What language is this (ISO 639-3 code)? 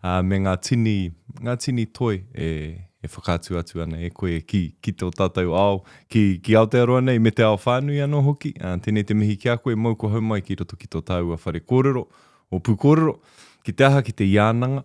mri